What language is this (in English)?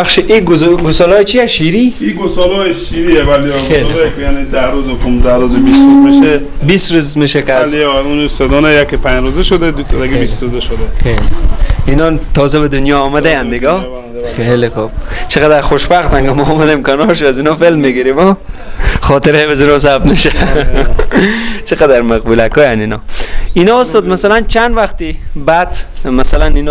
Persian